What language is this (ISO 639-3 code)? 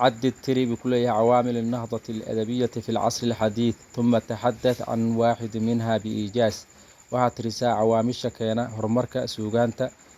som